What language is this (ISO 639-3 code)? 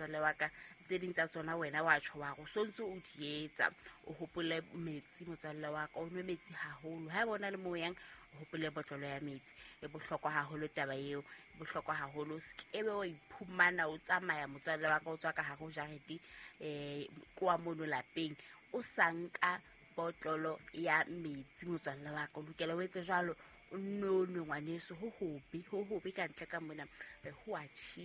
sot